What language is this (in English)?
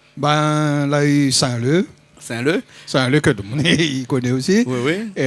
Réunion Creole French